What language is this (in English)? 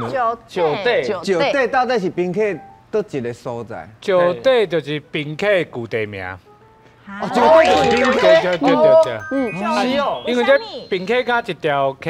Min Nan Chinese